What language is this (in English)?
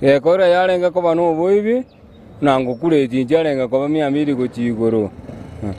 Gusii